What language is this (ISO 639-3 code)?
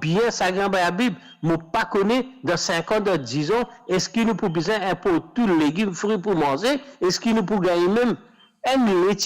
mfe